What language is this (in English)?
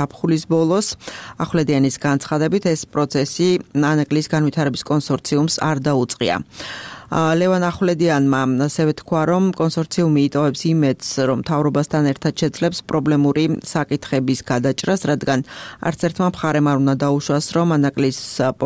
Georgian